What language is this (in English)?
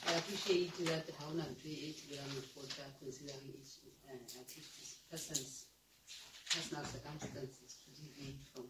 Southern Sotho